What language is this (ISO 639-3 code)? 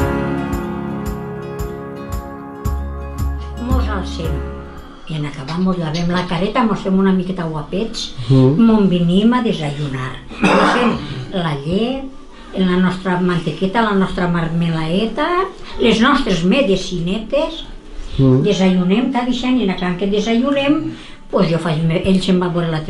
cat